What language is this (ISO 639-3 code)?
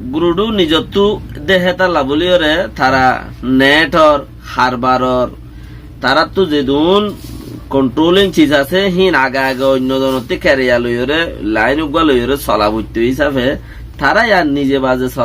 rhg